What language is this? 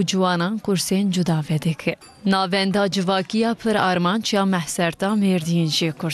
Kurdish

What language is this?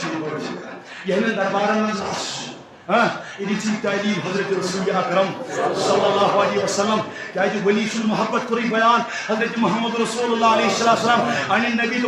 Kashmiri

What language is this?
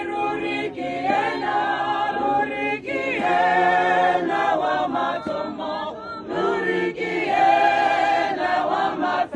Tswana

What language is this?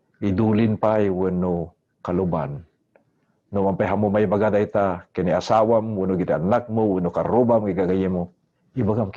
Iloko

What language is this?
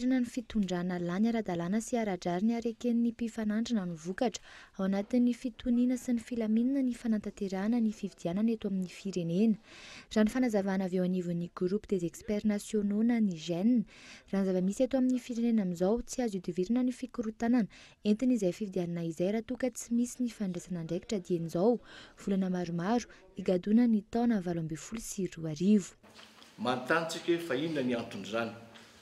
Malagasy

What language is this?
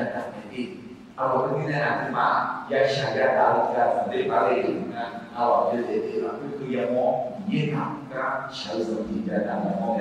Akha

